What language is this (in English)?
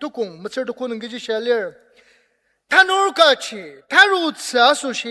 Ao Naga